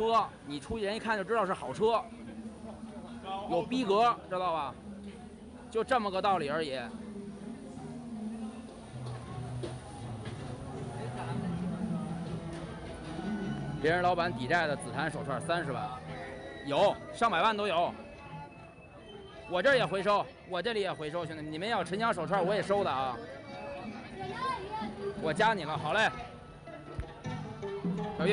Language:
Chinese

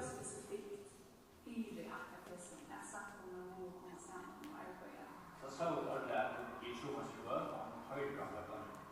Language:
Faroese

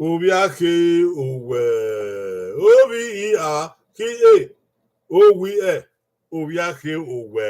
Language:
Bini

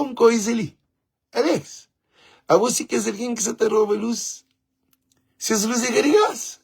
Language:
Kabuverdianu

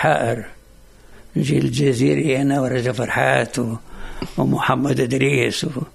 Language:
Tunisian Arabic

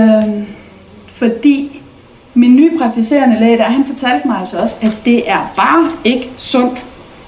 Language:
Danish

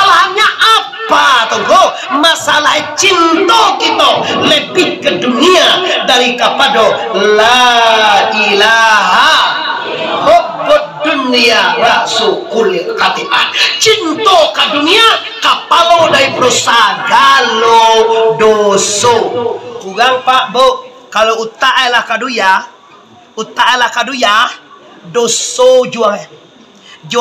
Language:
Minangkabau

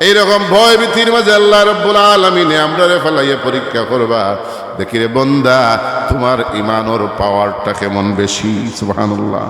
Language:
Sylheti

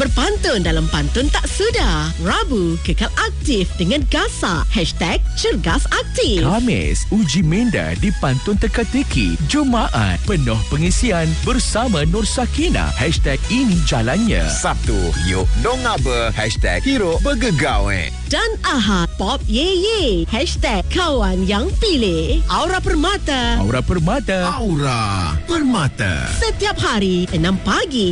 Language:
Malay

